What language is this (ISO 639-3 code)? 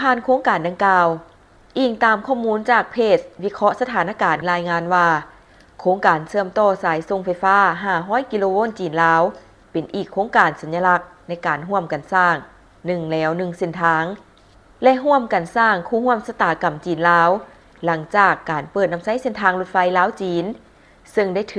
lao